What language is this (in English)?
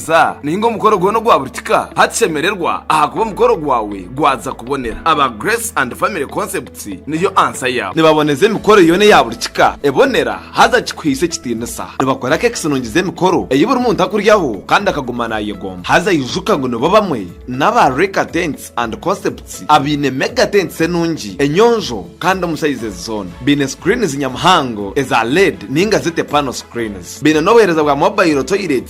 Tooro